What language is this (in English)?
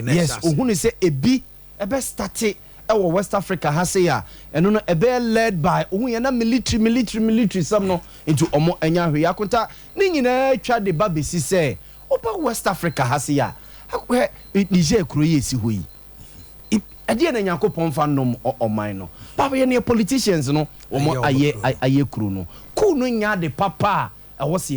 Akan